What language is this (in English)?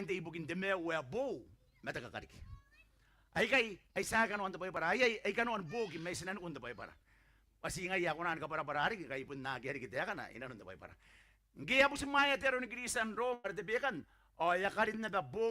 Gilbertese